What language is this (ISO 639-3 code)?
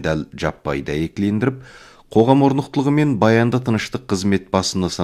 kaz